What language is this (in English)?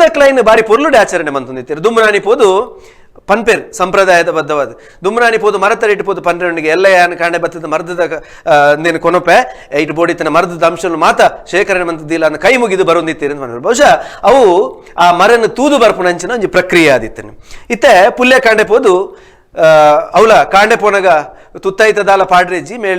Tulu